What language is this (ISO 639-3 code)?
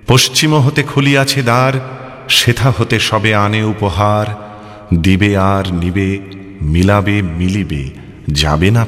ben